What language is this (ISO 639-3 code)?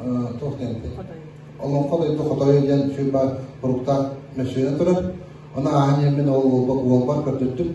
sah